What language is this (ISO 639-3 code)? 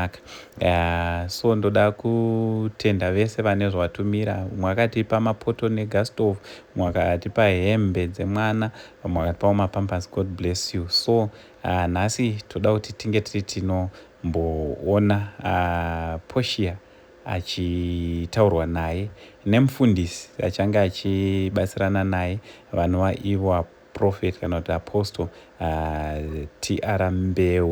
sna